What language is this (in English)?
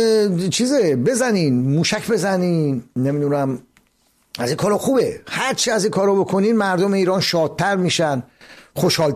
Persian